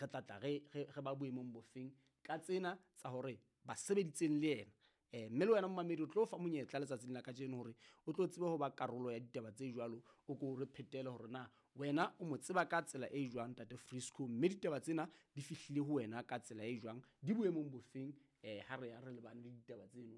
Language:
Southern Sotho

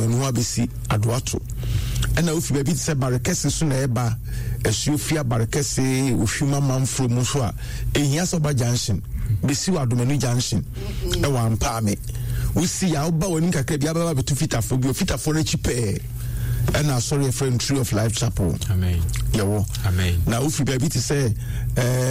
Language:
Akan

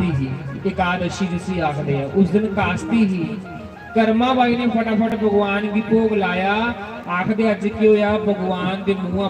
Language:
Dogri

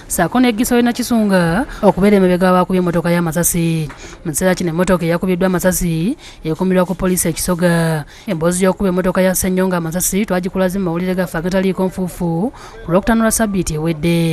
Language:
Ganda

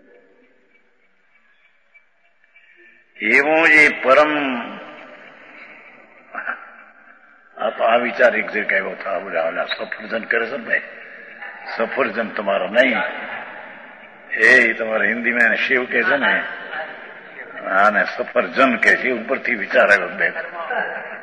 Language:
Gujarati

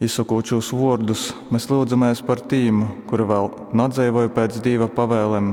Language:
Latgalian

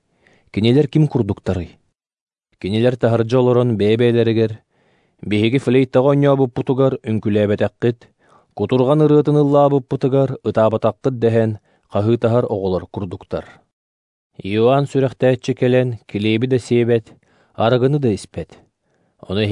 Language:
Yakut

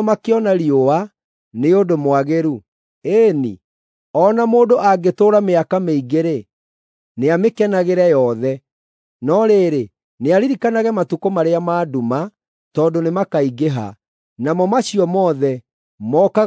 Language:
Kikuyu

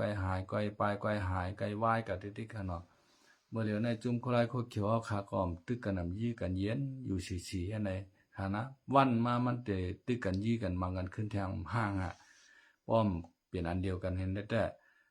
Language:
Shan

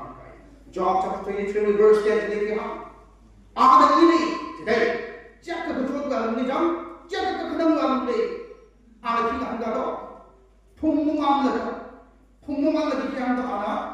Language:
Tangkhul Naga (India)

